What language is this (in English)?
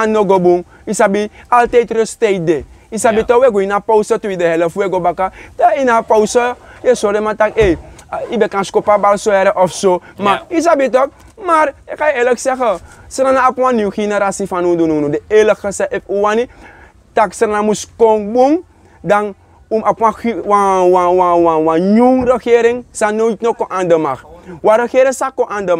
Sranan Tongo